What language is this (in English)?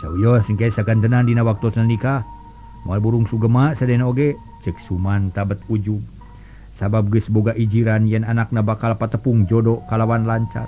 Sundanese